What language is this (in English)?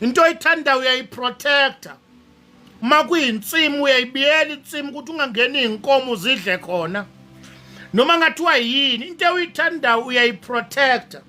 Zulu